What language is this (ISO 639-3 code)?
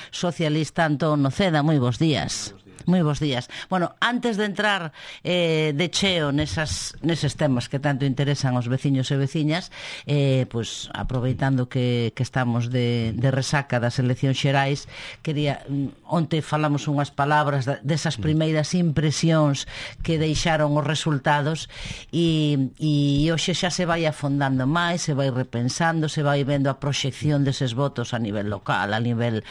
glg